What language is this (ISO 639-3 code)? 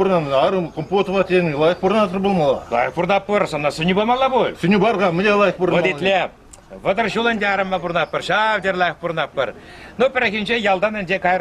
chv